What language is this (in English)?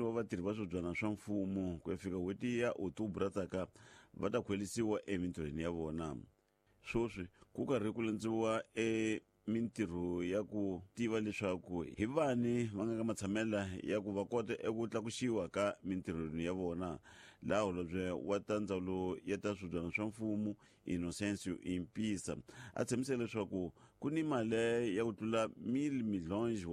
Tsonga